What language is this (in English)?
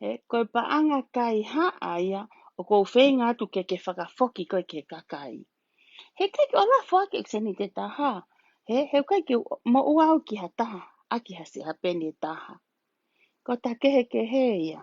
Tongan